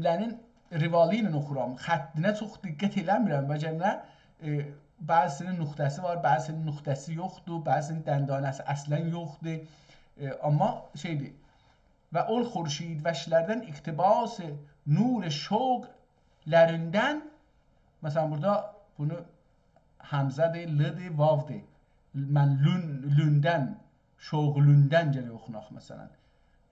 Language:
South Azerbaijani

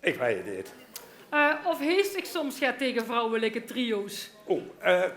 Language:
Limburgish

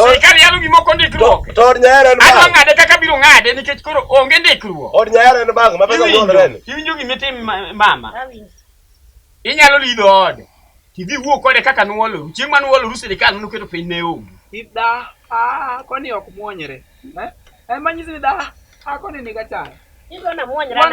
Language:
Luo (Kenya and Tanzania)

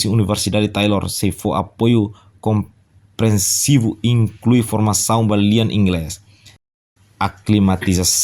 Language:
Tetum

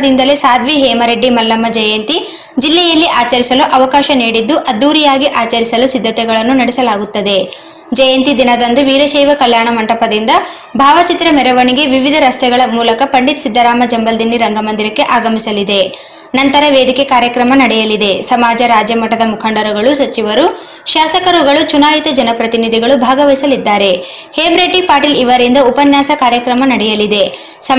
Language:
Kannada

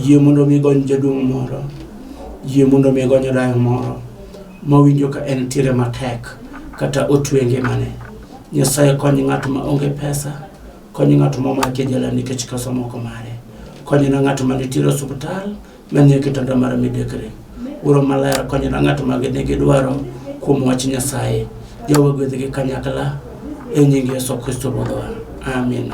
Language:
Luo (Kenya and Tanzania)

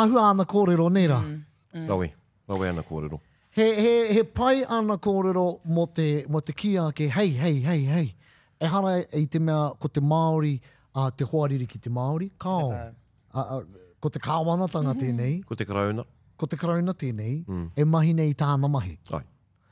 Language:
Māori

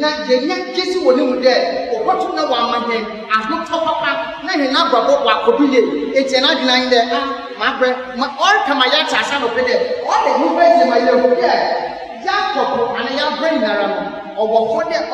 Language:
English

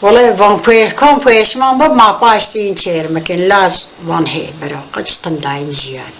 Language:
Zaza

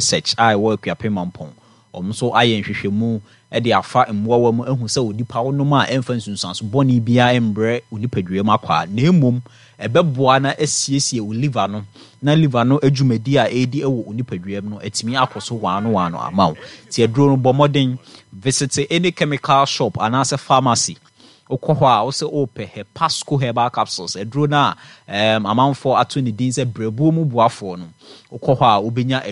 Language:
Akan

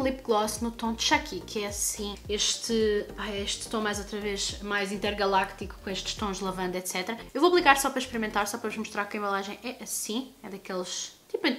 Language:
Portuguese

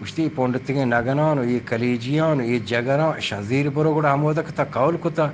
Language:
Baluchi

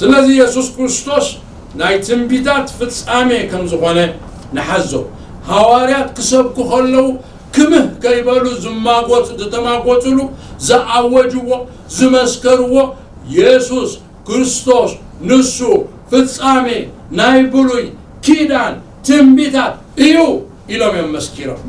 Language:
Tigrinya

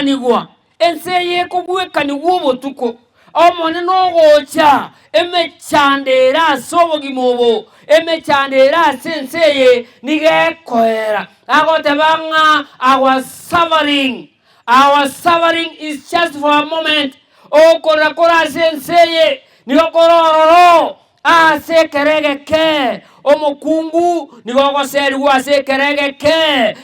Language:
Gusii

